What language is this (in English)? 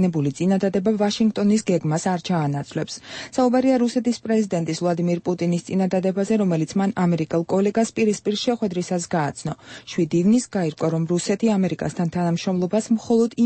Georgian